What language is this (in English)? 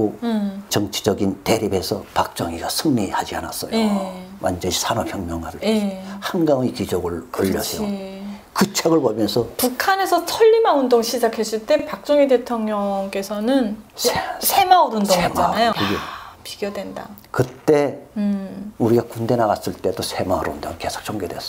Korean